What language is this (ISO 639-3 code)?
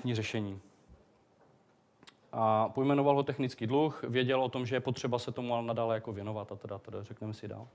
ces